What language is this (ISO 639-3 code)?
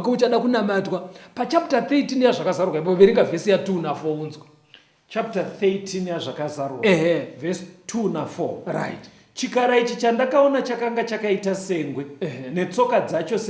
sna